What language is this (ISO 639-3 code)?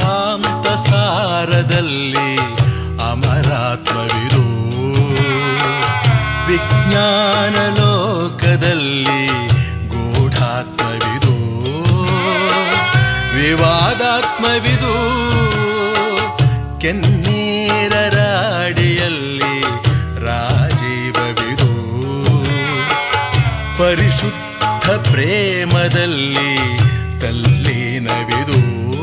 kan